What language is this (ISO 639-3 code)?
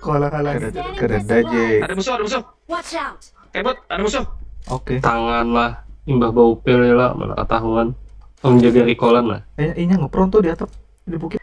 bjn